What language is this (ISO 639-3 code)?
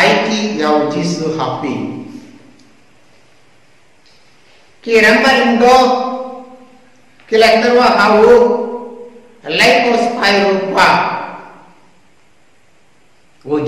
kha